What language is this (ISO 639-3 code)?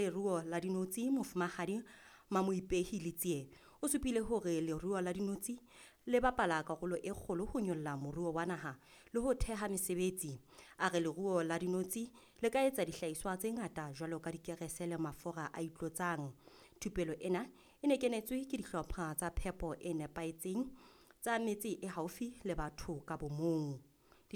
sot